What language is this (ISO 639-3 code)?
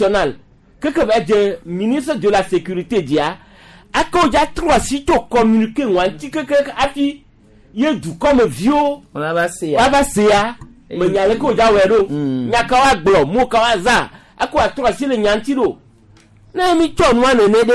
gej